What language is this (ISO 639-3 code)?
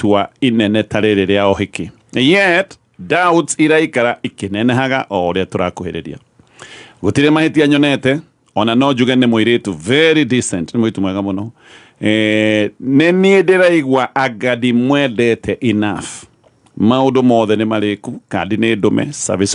kik